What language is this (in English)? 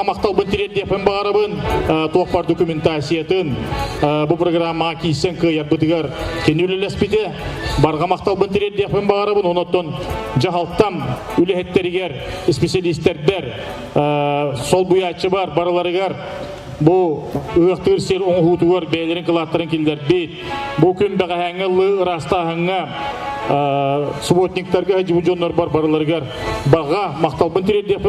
Yakut